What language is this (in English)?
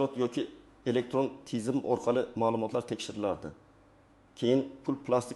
Uzbek